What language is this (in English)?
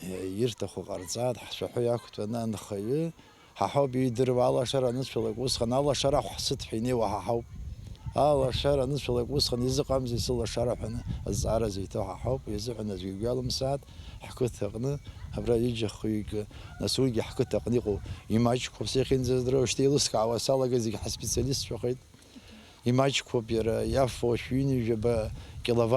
Abkhazian